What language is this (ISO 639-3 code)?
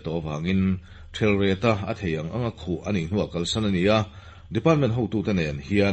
lus